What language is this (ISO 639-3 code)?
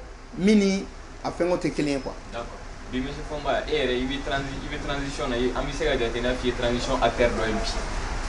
bam